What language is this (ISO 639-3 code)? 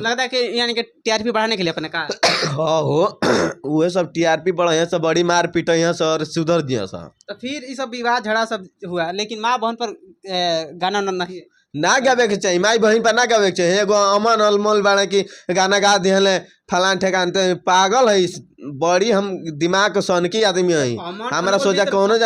bho